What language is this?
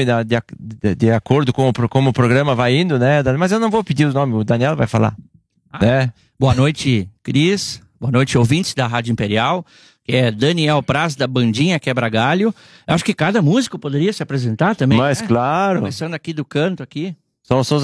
Portuguese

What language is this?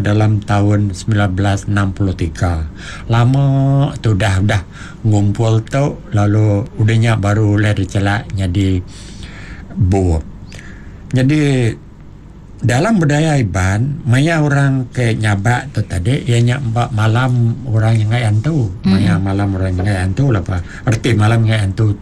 Iban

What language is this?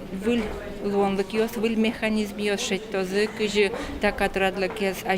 Udmurt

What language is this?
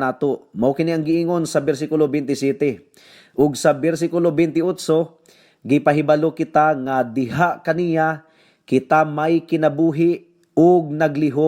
Cebuano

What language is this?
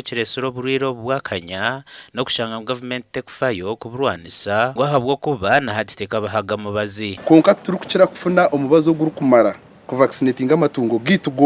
Nyankole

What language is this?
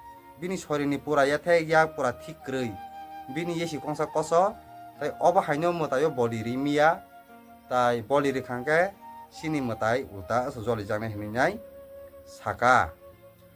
Kok Borok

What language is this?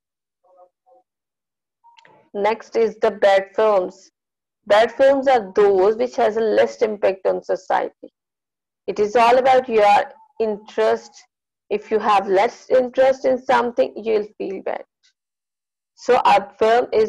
English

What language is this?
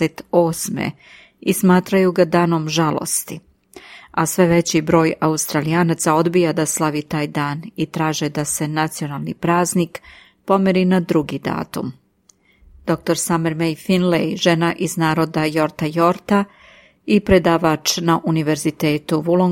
Serbian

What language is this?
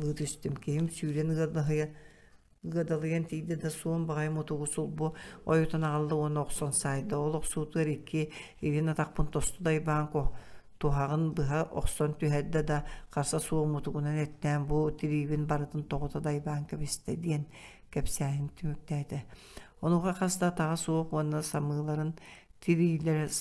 Yakut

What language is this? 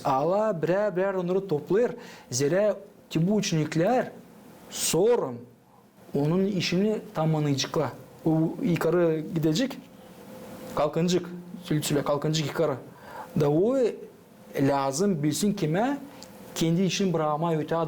Gagauz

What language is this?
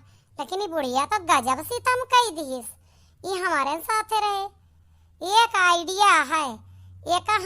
Awadhi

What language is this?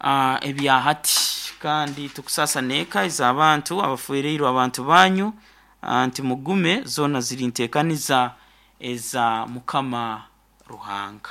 Nyoro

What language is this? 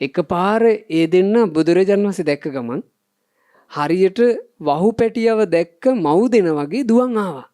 Sinhala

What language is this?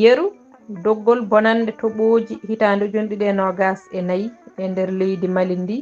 Fula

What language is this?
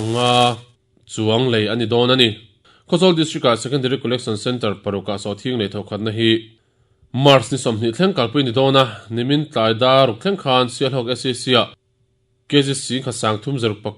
Mizo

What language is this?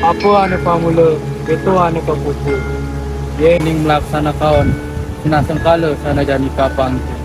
Balinese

